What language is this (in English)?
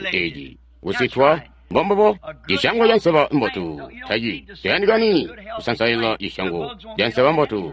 Tonga (Zambia)